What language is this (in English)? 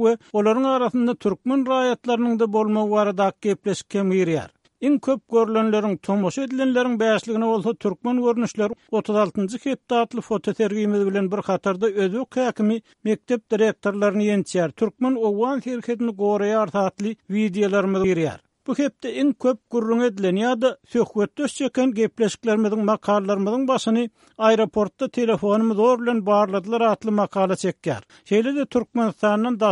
Turkmen